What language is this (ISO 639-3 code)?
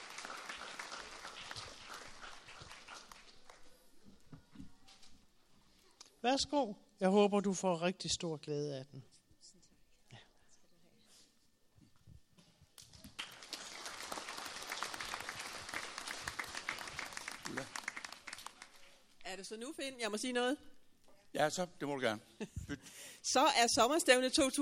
dan